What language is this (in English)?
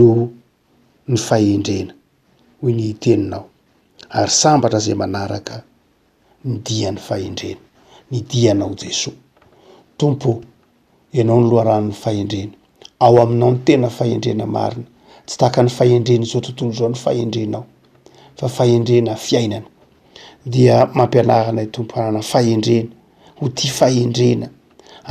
Malagasy